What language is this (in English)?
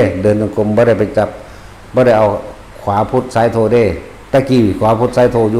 Northeastern Thai